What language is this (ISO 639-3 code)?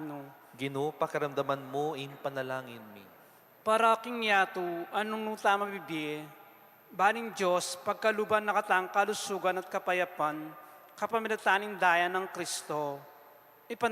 pam